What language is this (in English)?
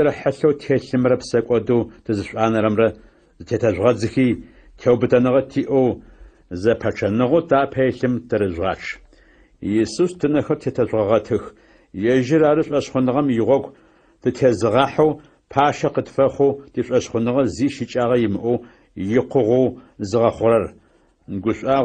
Adyghe